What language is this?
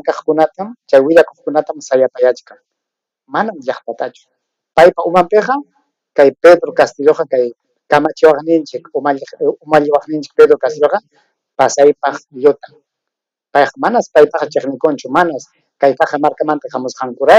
Ayacucho Quechua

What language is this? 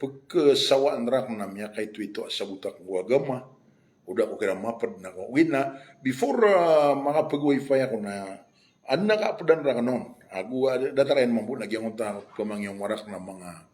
Maranao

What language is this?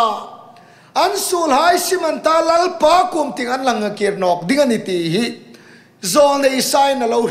Hmar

